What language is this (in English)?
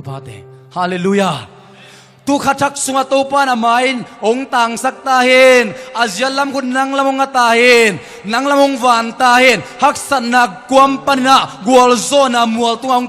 Tedim Chin